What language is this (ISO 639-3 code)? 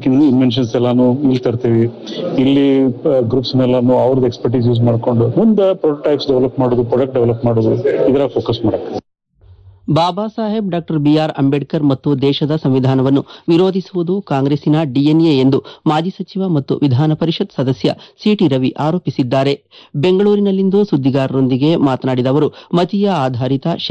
kan